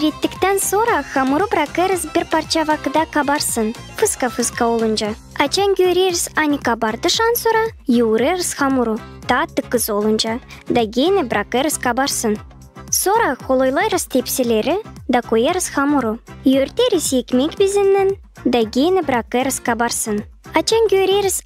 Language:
Gagauz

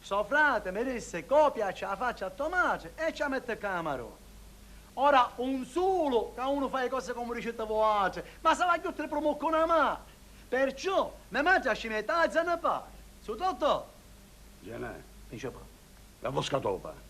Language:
Sicilian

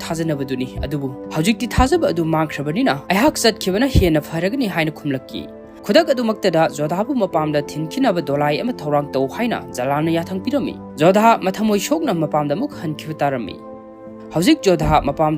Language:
Manipuri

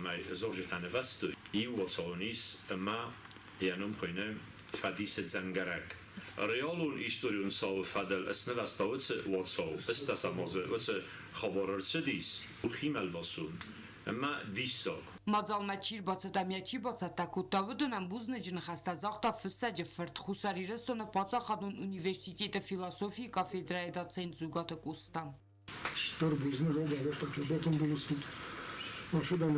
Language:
Ossetic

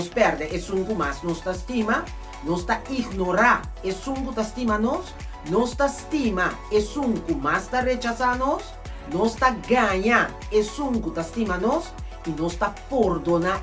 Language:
Papiamento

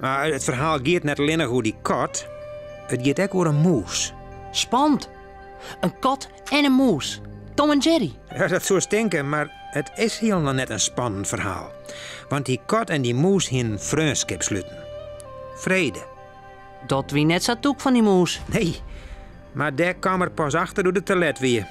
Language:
Western Frisian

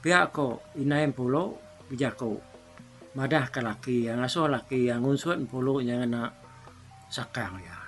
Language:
Iban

